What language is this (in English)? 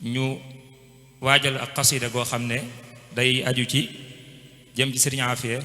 Wolof